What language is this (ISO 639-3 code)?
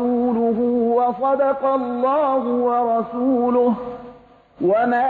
fas